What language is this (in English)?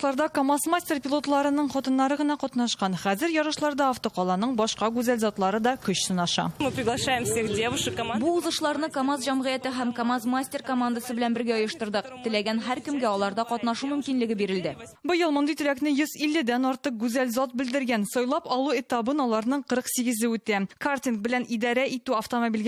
Tatar